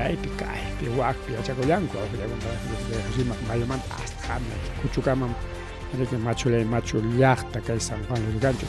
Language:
Ayacucho Quechua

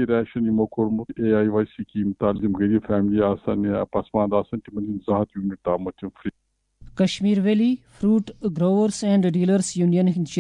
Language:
Kashmiri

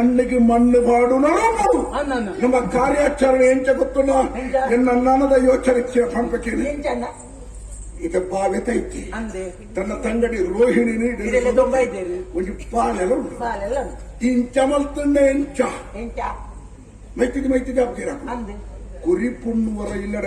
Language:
Tulu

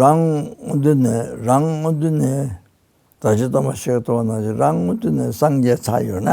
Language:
Tibetan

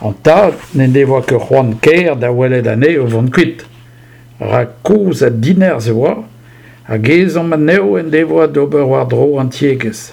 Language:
Breton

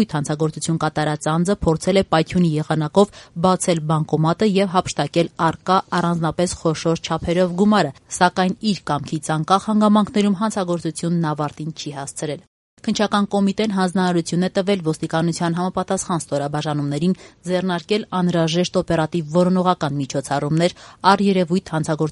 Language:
Armenian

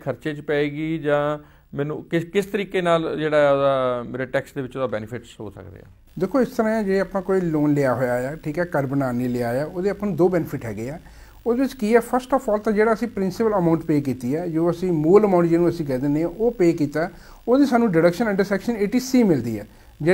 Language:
Punjabi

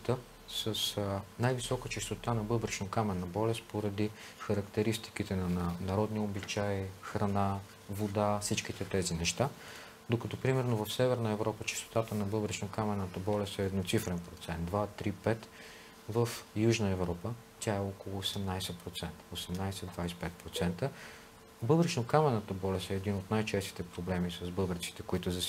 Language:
Bulgarian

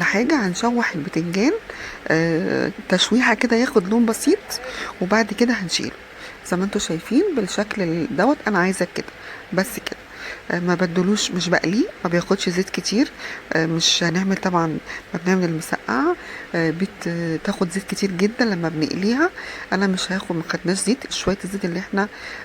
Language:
Egyptian Arabic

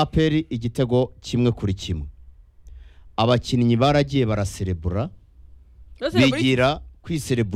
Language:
Kinyarwanda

